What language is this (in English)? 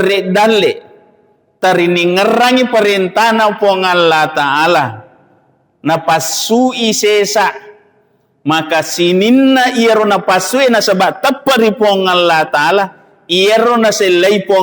Buginese